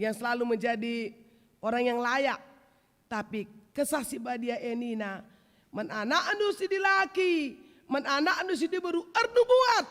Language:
Batak Karo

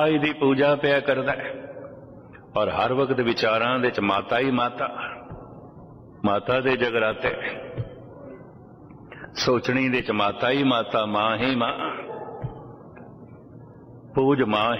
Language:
Punjabi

